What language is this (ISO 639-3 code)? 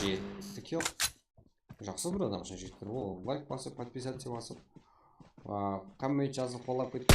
kaa